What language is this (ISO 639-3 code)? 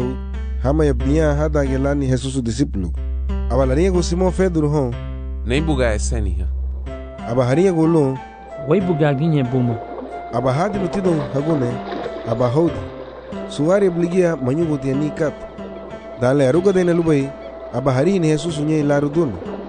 cab